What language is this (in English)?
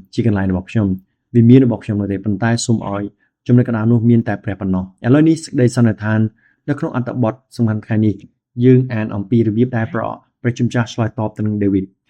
Khmer